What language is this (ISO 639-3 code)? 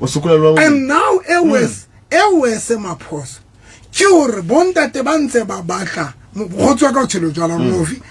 sot